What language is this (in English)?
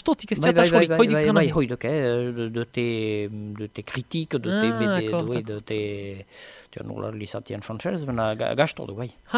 Basque